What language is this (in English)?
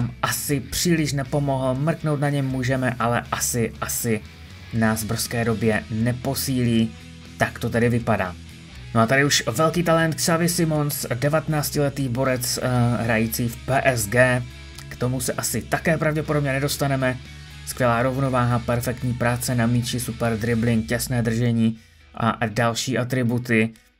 Czech